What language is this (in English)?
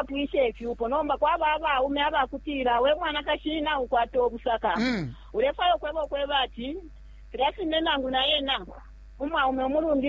Bemba